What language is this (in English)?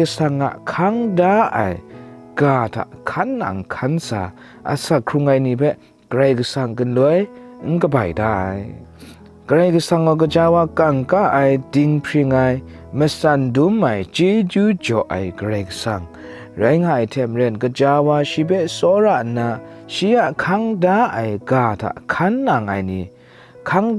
Kachin